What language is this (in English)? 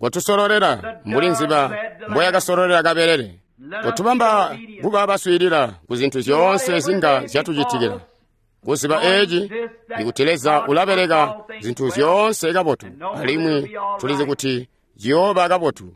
Tonga (Zambia)